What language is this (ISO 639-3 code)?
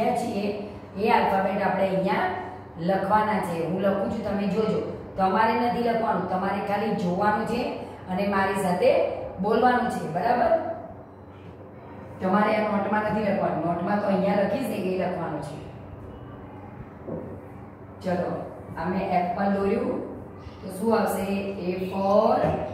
guj